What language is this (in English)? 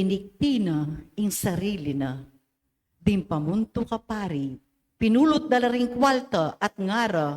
Pampanga